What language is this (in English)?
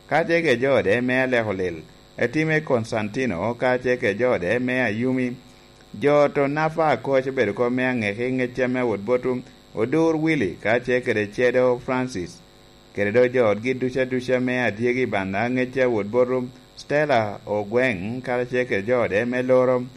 Lango (Uganda)